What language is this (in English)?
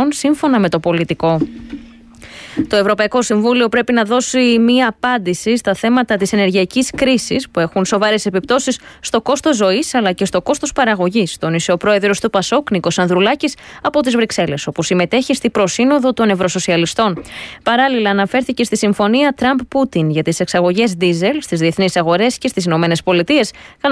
Greek